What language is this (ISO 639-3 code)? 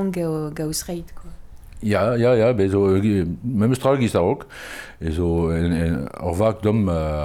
bre